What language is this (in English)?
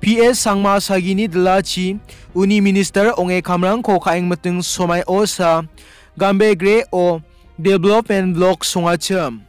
Garo